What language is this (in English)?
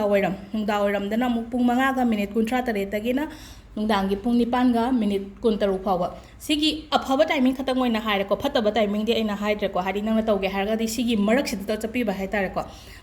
Manipuri